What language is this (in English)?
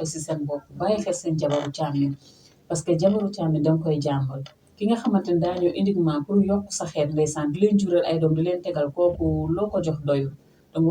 Wolof